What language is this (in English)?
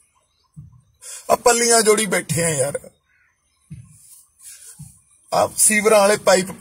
Punjabi